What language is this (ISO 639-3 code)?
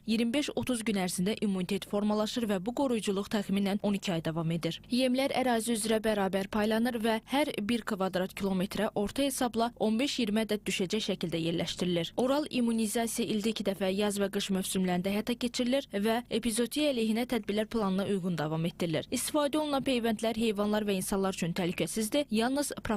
aze